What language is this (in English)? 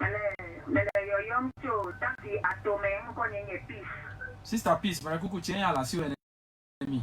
Ewe